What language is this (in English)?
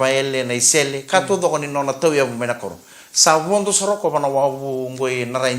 Fijian